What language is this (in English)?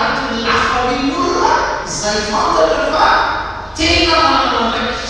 Malagasy